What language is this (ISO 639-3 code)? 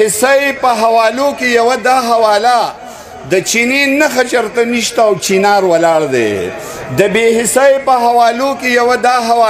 pus